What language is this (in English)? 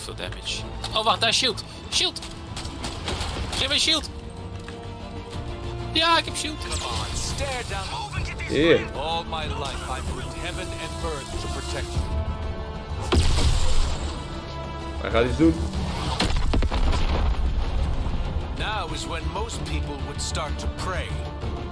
Dutch